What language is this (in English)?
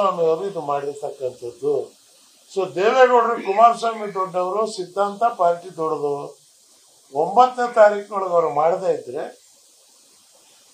Kannada